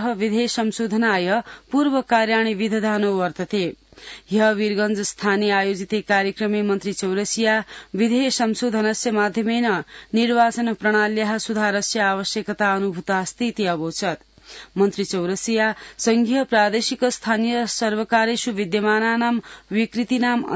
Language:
Sanskrit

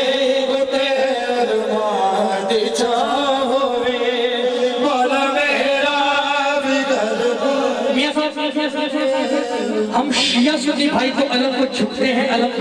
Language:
Urdu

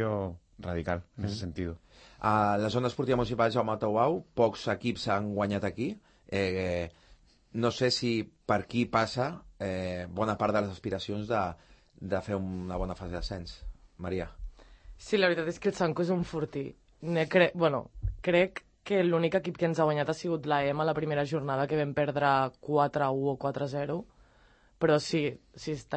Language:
Catalan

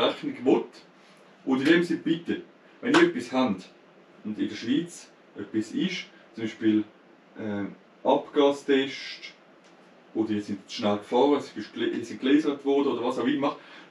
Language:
Swiss German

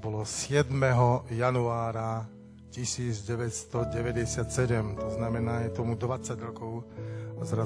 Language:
Slovak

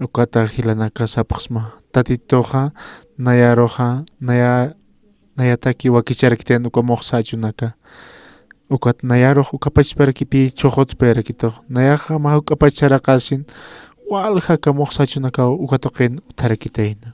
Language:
Aymara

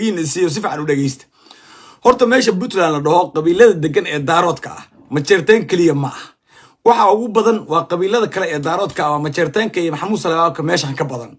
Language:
Somali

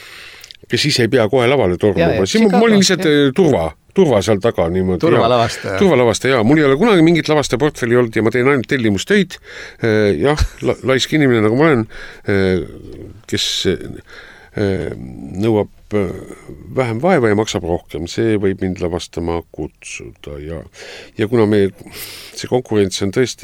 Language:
Estonian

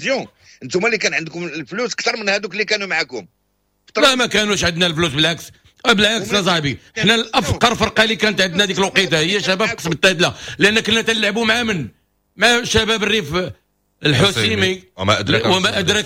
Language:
Moroccan Arabic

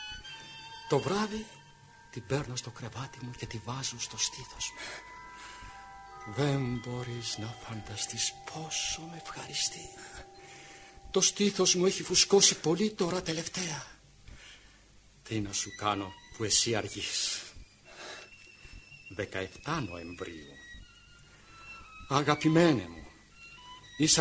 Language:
Greek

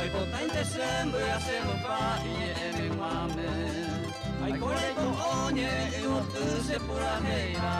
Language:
Guarani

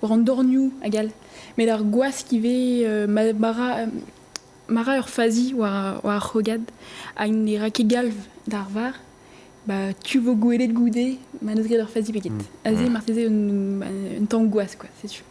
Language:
Breton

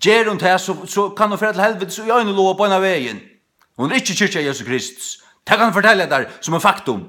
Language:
Faroese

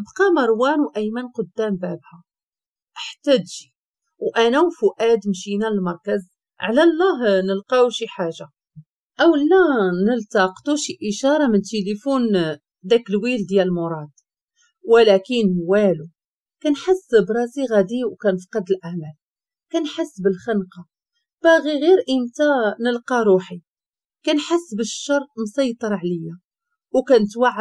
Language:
Moroccan Arabic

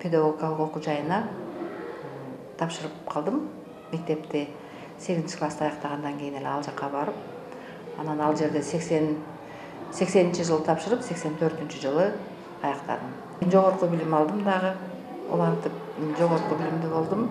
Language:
Kyrgyz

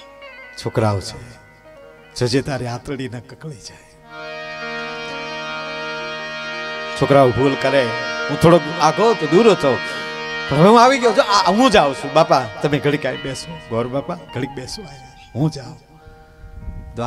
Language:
Gujarati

